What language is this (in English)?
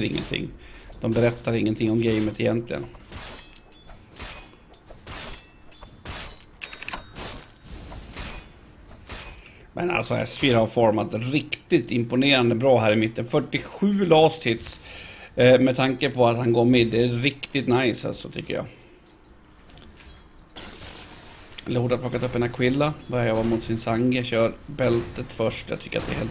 Swedish